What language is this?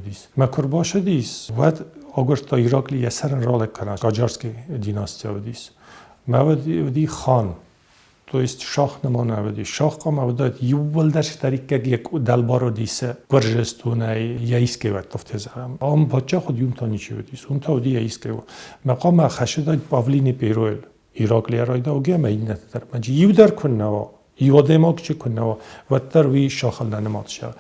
Ossetic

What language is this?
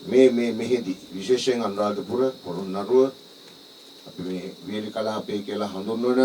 Sinhala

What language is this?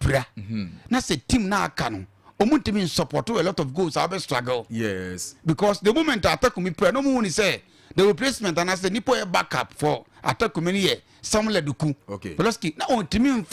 Akan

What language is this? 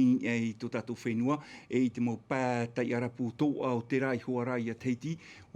Tahitian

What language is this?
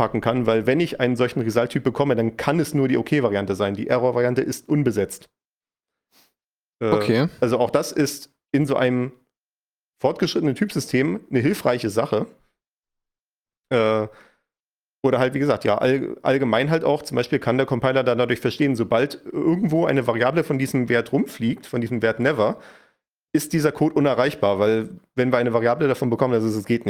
German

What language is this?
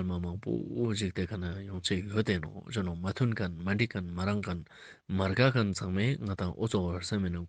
Ladakhi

